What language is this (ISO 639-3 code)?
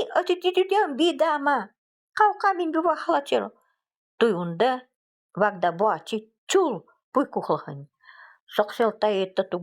gld